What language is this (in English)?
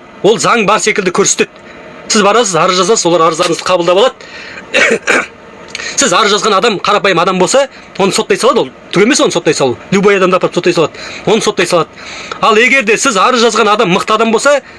Kazakh